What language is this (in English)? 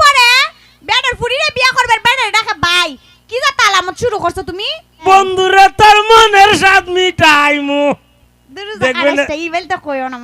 Sylheti